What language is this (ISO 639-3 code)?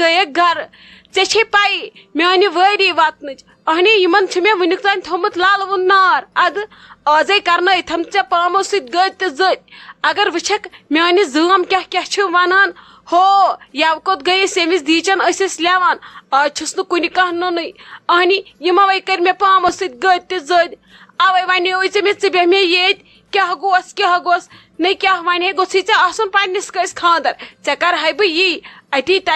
kas